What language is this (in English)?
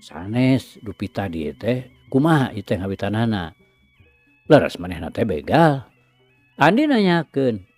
Sundanese